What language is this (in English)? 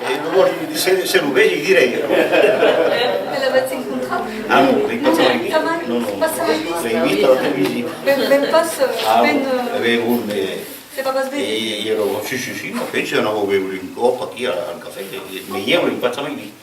Occitan